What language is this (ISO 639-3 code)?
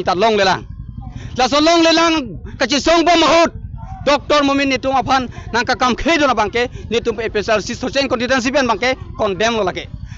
mjw